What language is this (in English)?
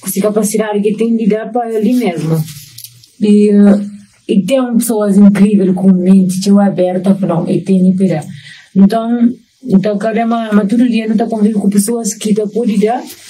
Kabuverdianu